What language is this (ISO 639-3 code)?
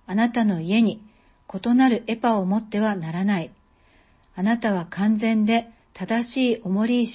jpn